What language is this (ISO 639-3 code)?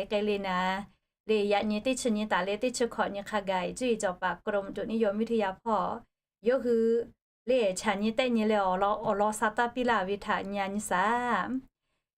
lhu